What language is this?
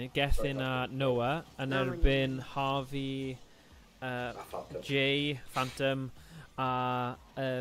Welsh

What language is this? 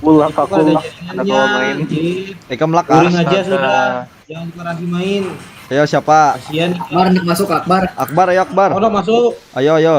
Banjar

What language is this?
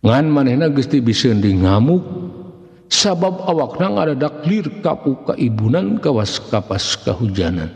Sundanese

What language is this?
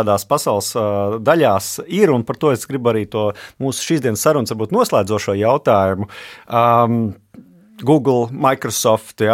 Latvian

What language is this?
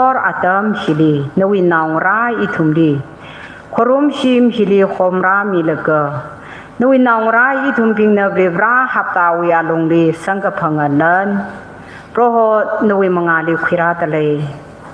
Tangkhul Naga (India)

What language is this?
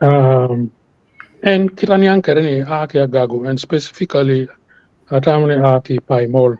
Acoli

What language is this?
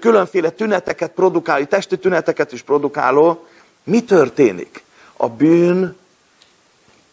Hungarian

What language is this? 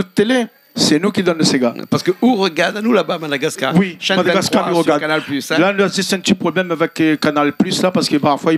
Réunion Creole French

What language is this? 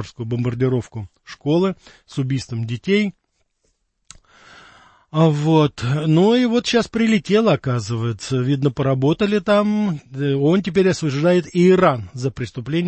Russian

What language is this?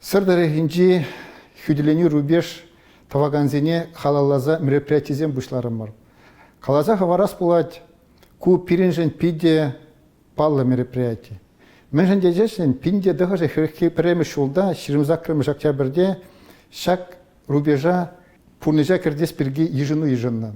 Chuvash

